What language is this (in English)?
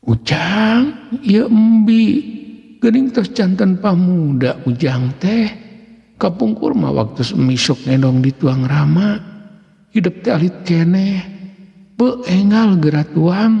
Sundanese